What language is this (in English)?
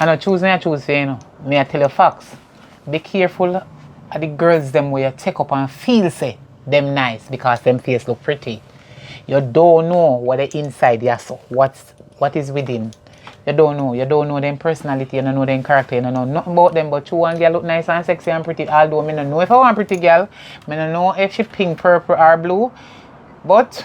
Jamaican Creole English